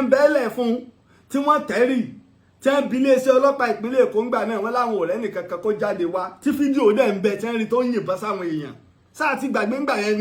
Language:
Yoruba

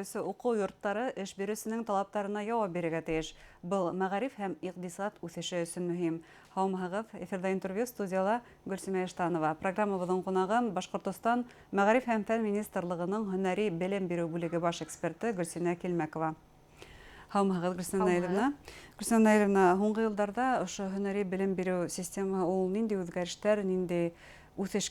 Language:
Bashkir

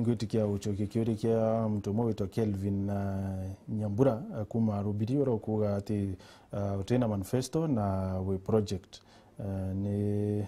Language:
Meru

